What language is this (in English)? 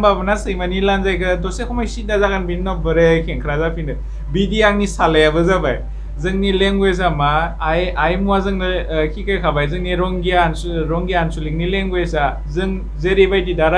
Bodo